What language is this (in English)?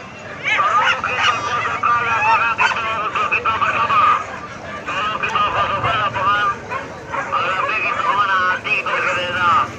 Minangkabau